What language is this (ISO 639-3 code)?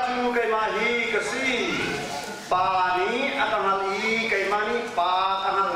cnh